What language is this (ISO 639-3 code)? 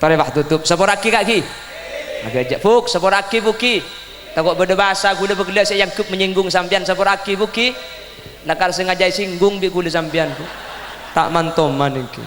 mad